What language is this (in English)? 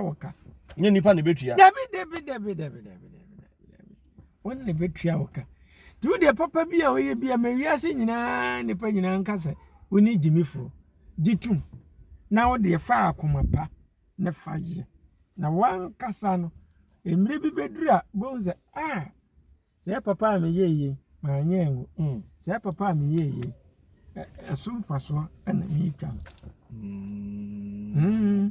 Akan